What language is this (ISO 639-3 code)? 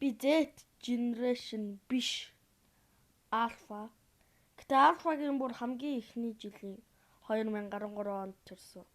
mon